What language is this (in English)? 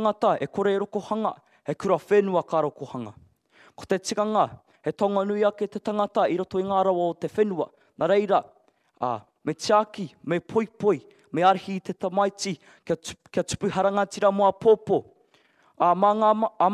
Māori